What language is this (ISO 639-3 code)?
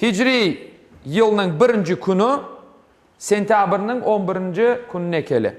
crh